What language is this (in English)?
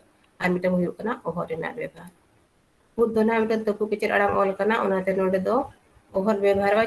Santali